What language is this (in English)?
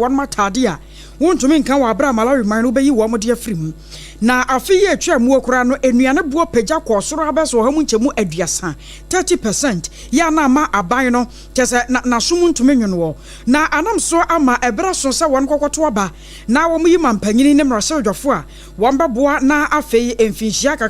Akan